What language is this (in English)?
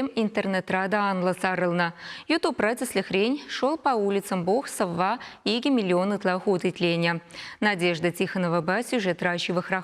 Chuvash